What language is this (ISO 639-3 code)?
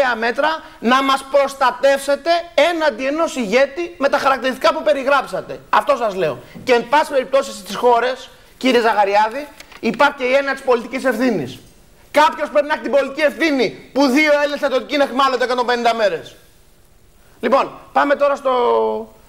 ell